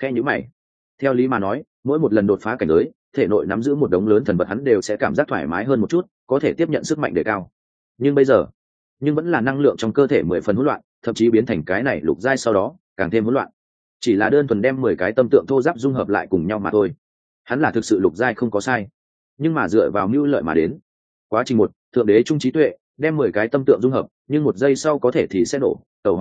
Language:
Vietnamese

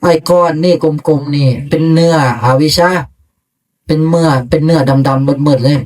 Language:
Northeastern Thai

